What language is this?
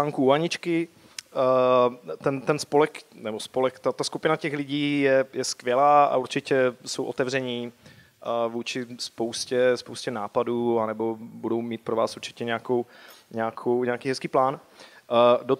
Czech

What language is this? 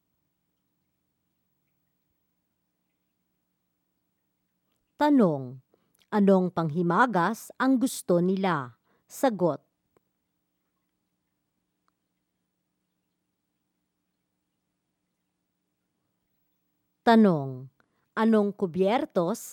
Filipino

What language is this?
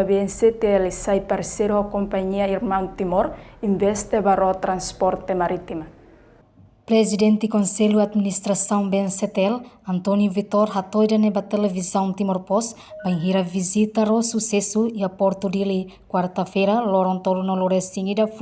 Tetum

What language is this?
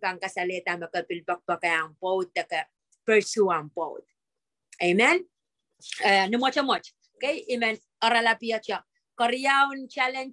Pohnpeian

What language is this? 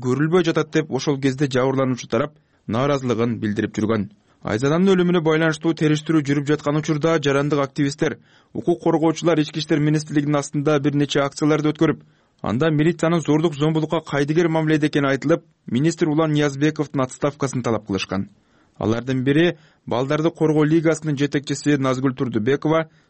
Kyrgyz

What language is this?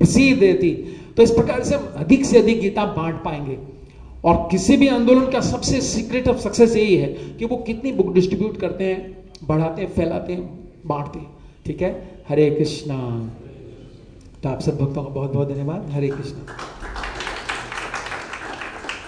Hindi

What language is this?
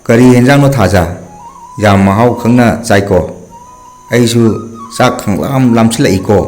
Manipuri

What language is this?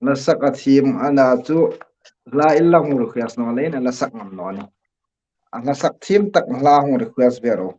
Hmar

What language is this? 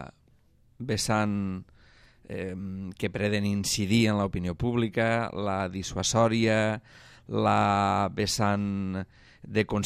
Catalan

